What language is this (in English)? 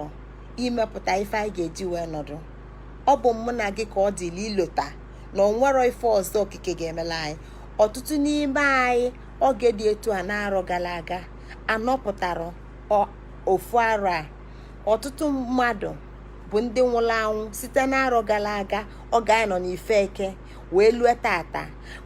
Igbo